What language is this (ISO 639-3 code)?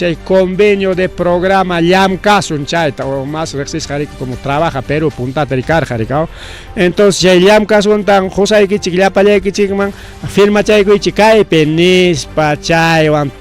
quy